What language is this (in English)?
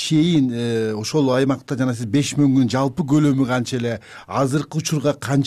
Kyrgyz